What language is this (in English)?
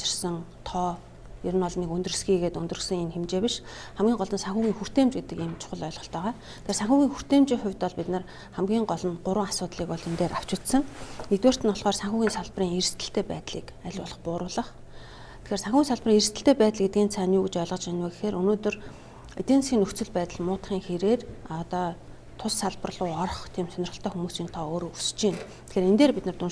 Mongolian